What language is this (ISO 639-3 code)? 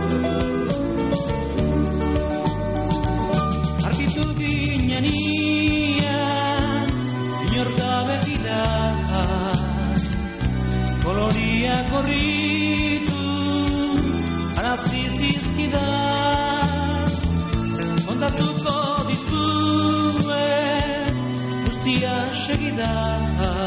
eus